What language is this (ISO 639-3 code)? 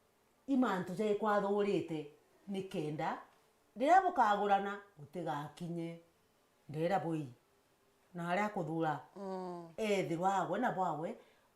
mer